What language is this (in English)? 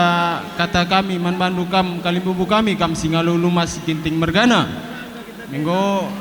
Batak Karo